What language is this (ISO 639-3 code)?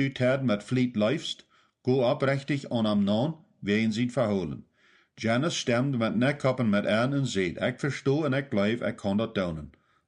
pdt